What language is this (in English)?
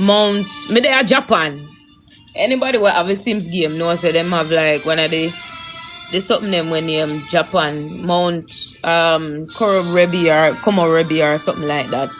Jamaican Creole English